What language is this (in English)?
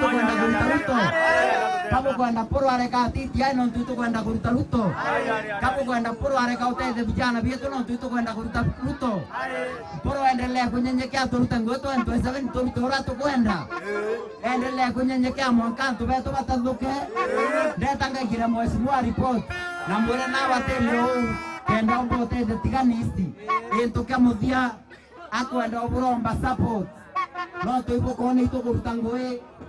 Meru